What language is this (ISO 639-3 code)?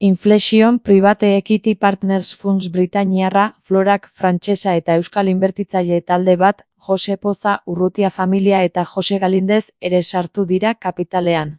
eus